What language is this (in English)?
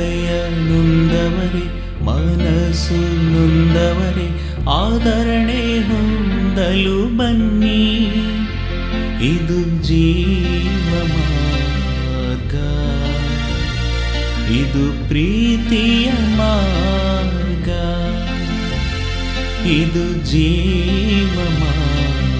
Kannada